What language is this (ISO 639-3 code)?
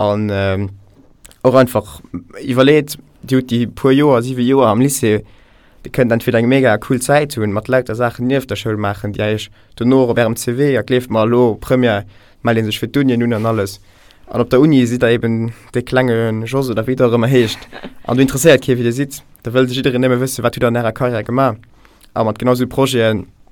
ltz